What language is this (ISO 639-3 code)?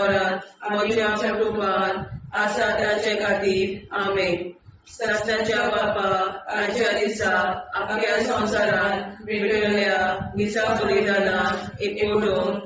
kok